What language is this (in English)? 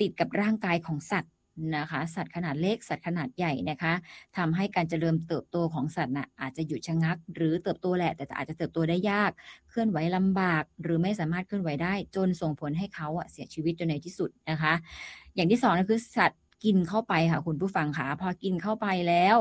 Thai